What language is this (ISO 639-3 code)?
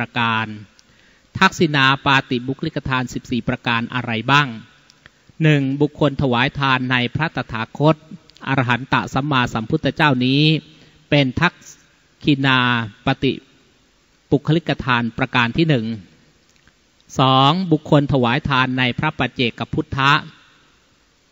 tha